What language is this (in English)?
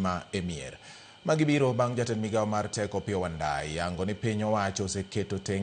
Luo (Kenya and Tanzania)